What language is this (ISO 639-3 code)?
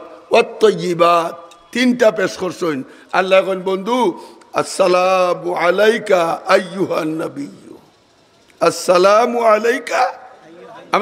syl